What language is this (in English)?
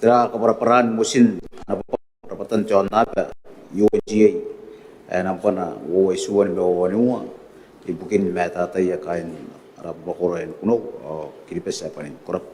Gilbertese